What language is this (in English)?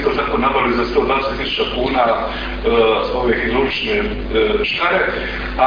Croatian